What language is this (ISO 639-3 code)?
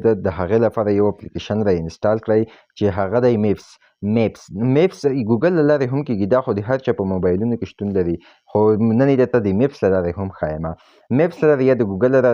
pus